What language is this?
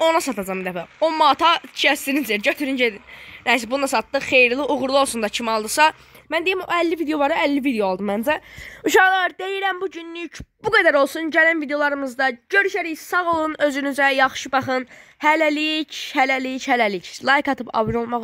Azerbaijani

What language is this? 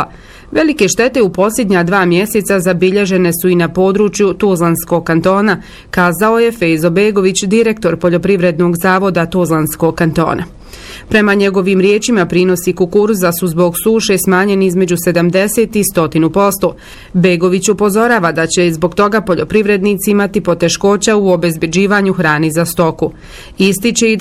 Bosnian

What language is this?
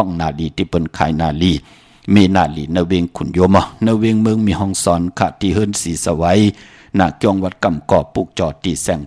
Shan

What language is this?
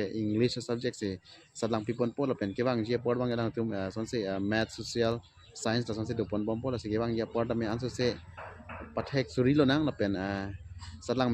Karbi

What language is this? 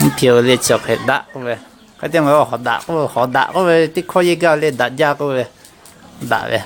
Lahu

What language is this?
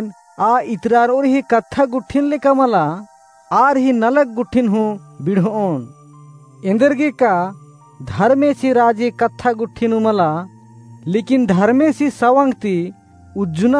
Kurukh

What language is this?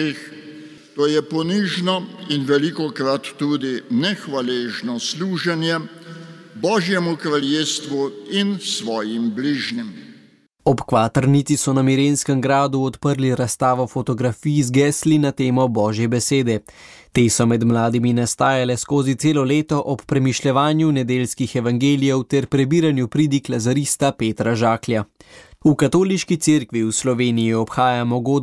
Slovenian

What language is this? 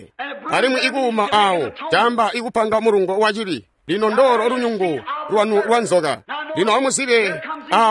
Tonga (Zambia)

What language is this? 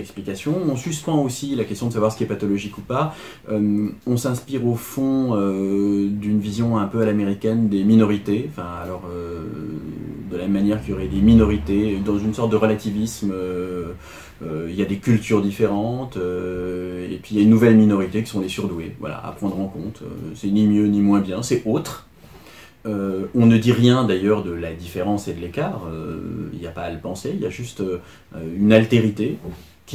French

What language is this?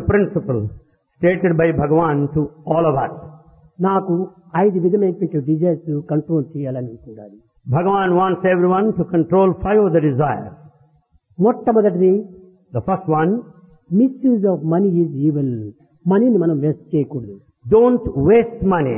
Telugu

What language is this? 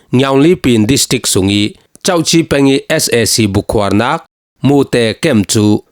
Falam Chin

